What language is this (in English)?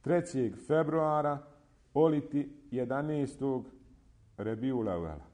Bosnian